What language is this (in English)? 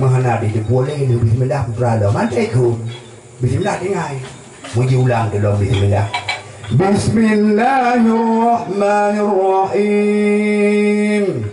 Achinese